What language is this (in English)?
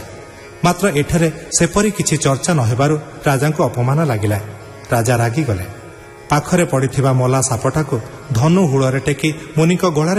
Odia